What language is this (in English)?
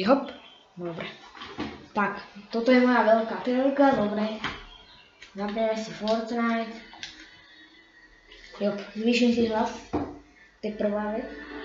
Slovak